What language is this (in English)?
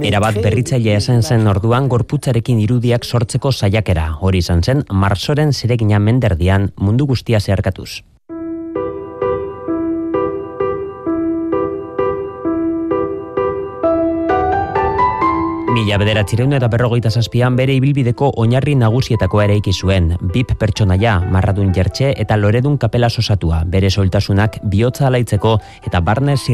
Basque